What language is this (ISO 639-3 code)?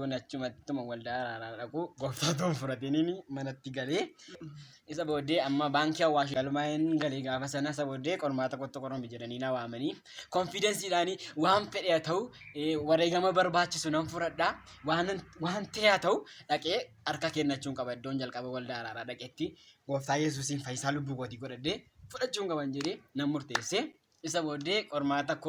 orm